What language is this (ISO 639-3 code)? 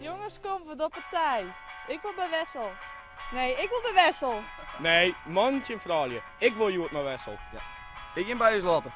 fry